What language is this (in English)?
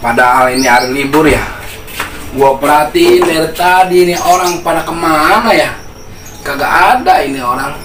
Betawi